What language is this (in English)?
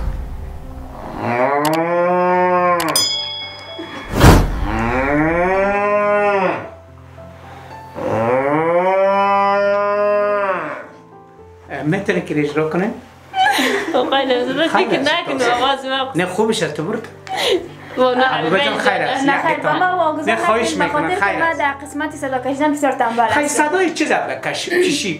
Persian